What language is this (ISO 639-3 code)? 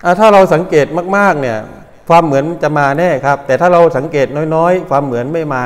tha